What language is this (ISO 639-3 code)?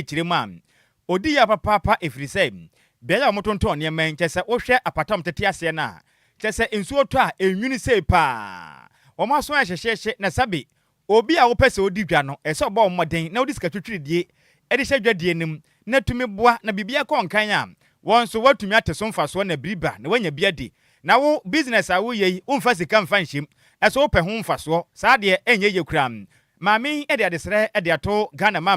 aka